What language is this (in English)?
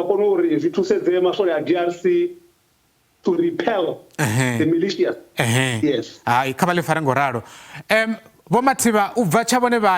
Venda